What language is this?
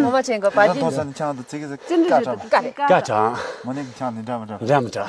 Tibetan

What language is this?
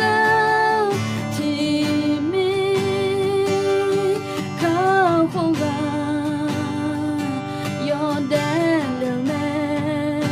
Akha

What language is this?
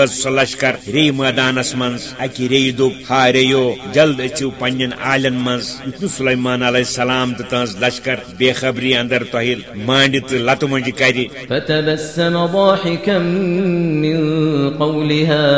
Kashmiri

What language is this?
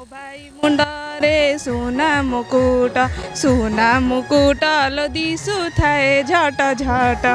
Odia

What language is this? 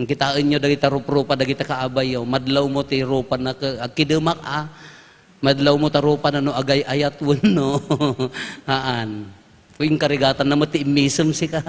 Iloko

